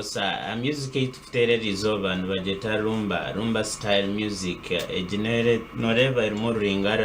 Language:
Nyankole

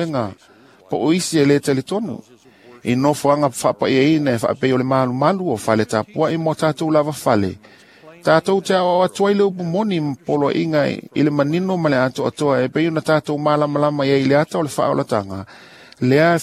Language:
Samoan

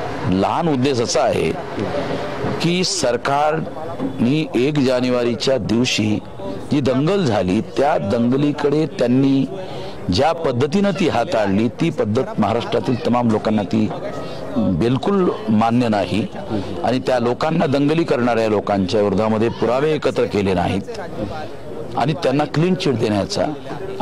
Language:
Marathi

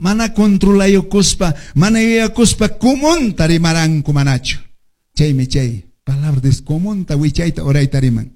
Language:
Quechua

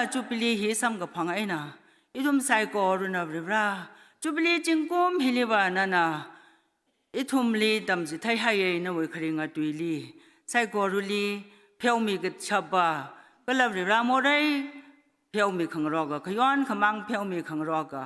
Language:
Tangkhul Naga (India)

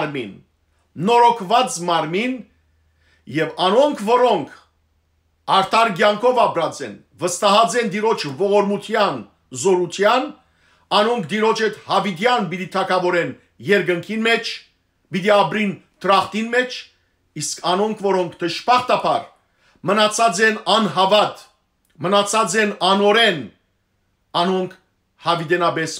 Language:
Western Armenian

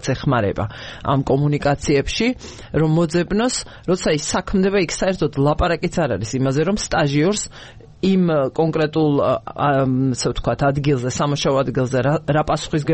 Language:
Georgian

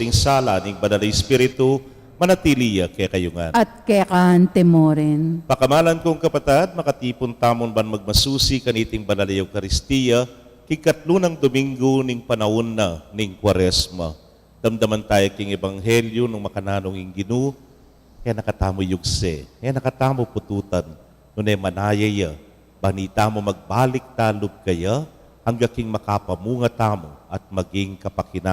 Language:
Pampanga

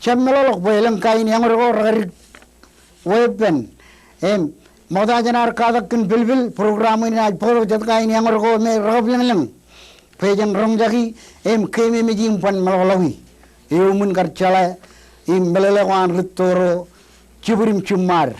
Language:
Marshallese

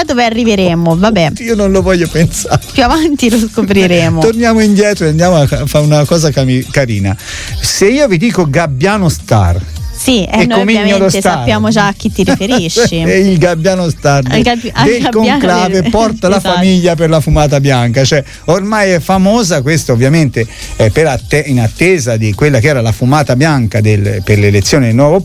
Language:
Italian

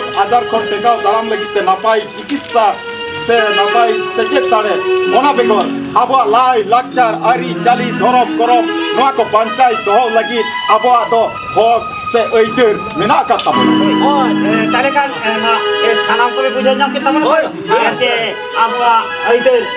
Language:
Santali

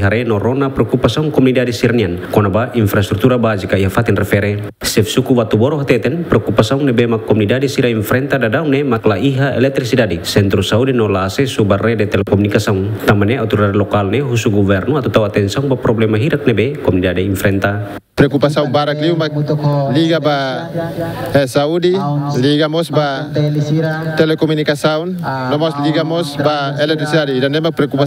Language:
Tetum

